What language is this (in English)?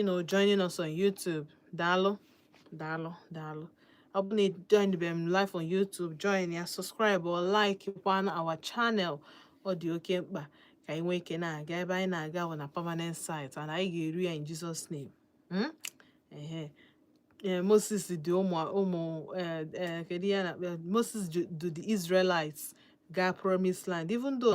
Igbo